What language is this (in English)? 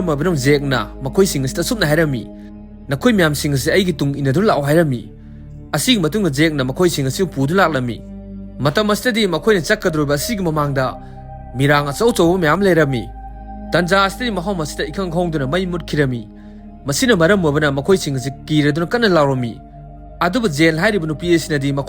Manipuri